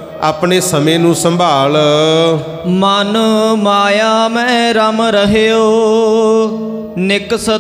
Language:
Punjabi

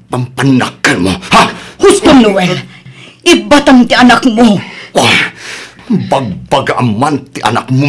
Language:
Iloko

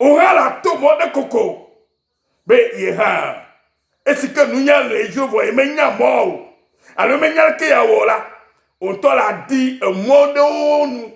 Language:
Ewe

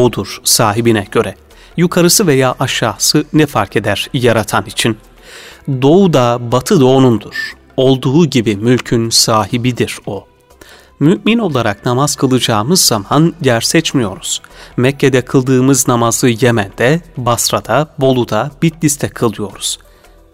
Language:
Turkish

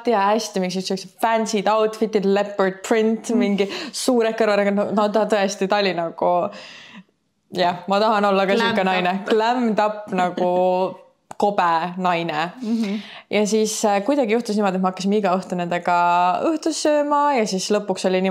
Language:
Estonian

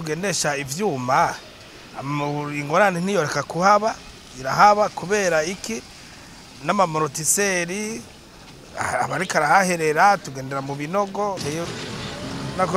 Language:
Rundi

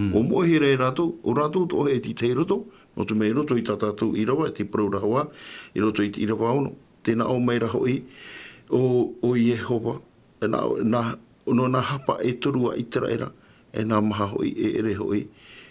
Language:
Tahitian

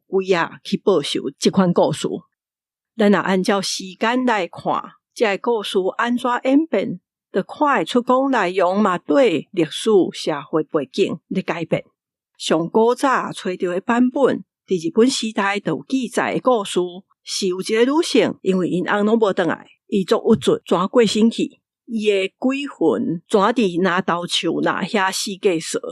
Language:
Min Nan Chinese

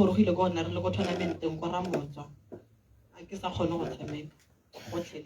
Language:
Tswana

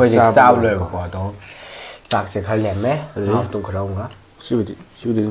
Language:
Manipuri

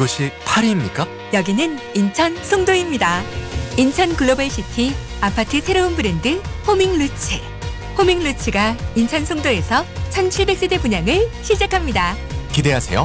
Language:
Korean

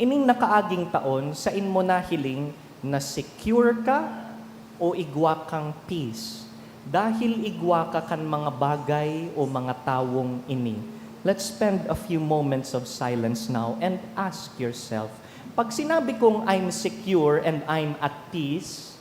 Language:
Bikol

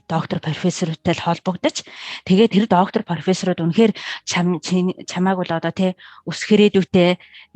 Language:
Mongolian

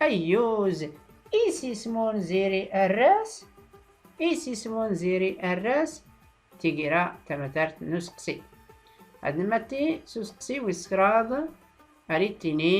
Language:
Tachelhit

